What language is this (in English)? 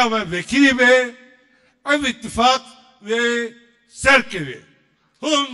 Kurdish